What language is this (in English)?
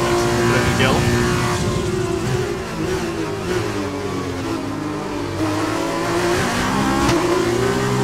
Slovak